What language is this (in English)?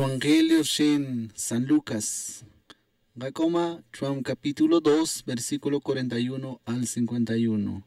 Tz'utujil